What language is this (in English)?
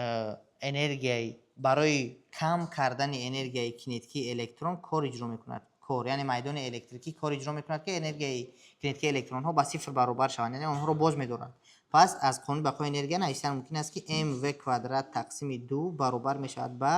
Tajik